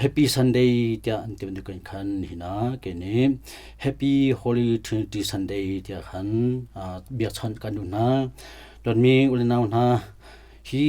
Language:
Hakha Chin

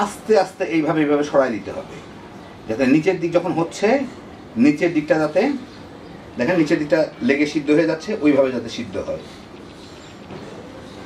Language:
Bangla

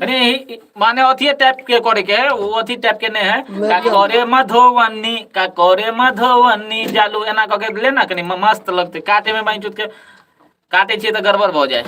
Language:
Maithili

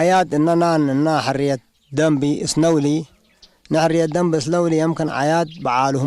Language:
Tigre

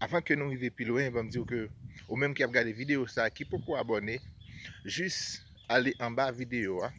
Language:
Haitian Creole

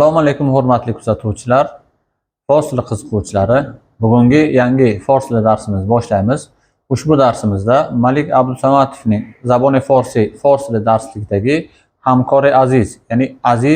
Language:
Uzbek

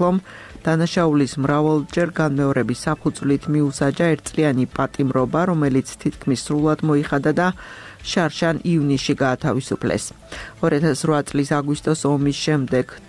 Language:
Georgian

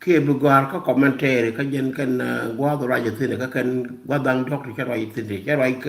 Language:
Nuer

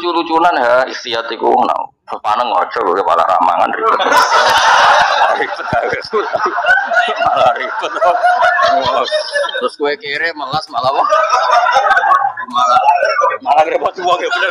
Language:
Javanese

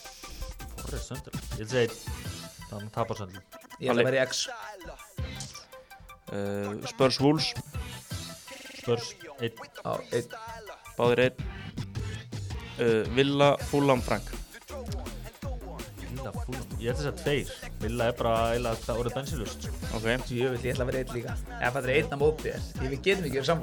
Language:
Icelandic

